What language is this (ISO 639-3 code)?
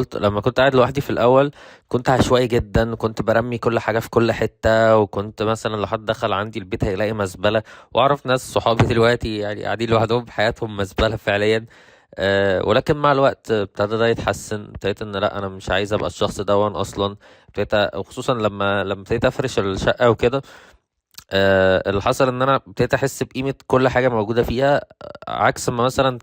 arz